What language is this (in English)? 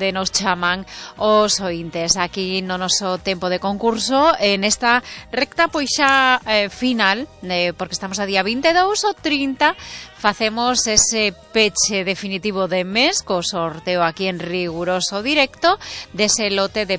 Galician